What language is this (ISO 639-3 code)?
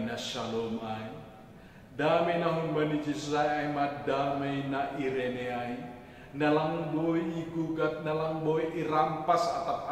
bts